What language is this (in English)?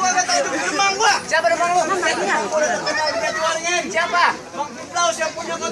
Betawi